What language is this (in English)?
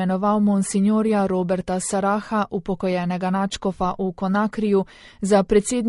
Slovenian